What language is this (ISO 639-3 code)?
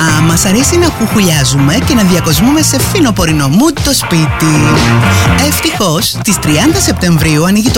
ell